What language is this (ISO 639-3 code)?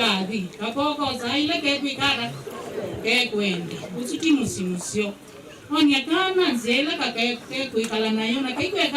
kam